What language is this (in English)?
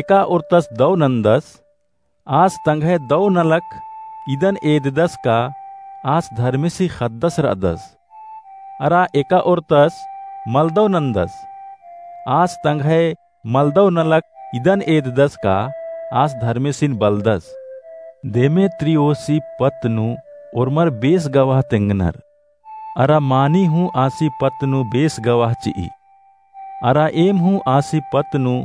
Kurukh